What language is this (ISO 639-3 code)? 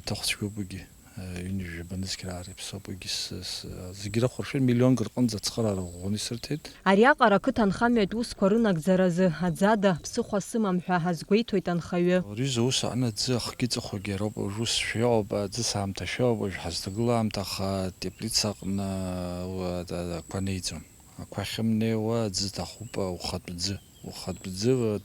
abk